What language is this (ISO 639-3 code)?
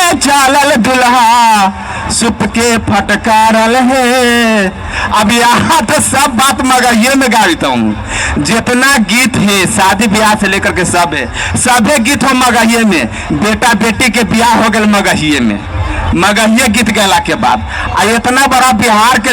mag